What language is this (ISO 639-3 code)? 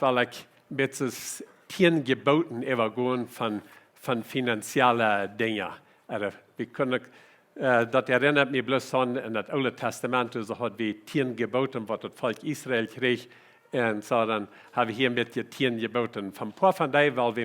pdt